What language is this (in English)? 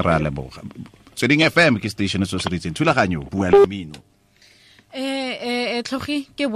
Tswana